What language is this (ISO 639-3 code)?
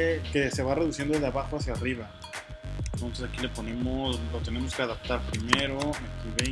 spa